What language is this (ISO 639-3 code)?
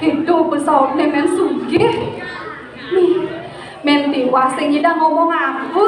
ban